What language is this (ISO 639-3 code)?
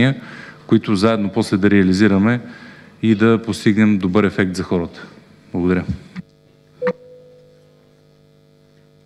bul